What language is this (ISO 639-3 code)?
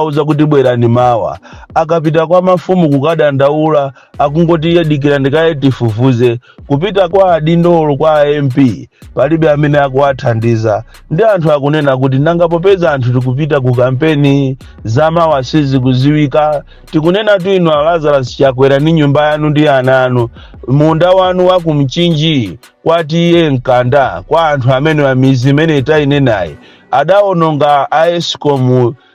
nya